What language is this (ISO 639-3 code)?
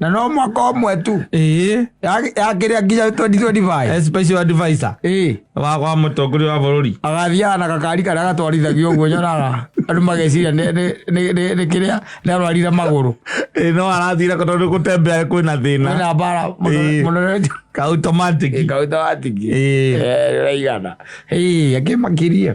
kik